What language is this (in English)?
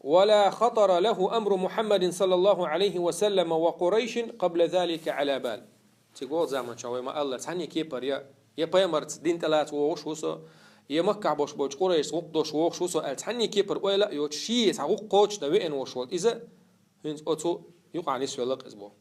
Chechen